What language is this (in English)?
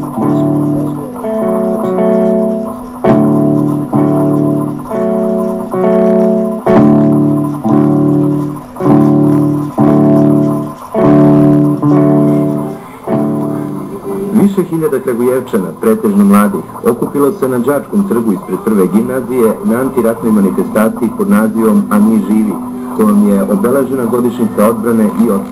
Serbian